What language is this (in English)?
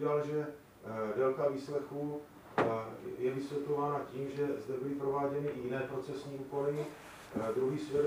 Czech